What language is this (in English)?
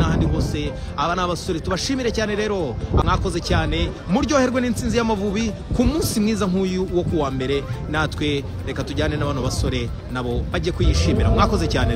Kinyarwanda